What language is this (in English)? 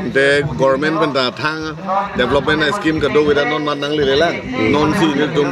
Karbi